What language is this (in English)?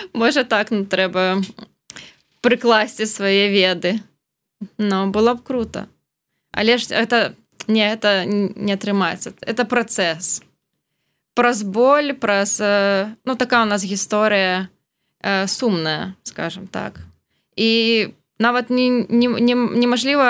Belarusian